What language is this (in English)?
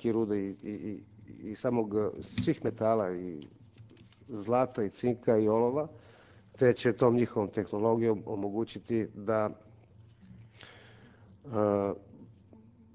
Serbian